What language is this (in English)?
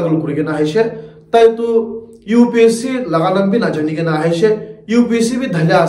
Naga Pidgin